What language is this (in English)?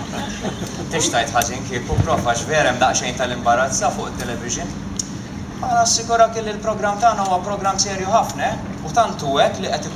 Maltese